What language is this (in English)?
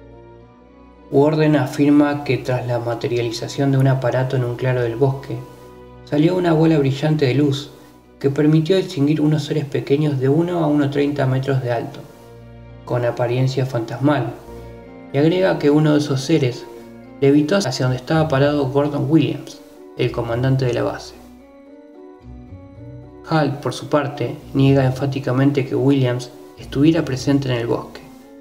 Spanish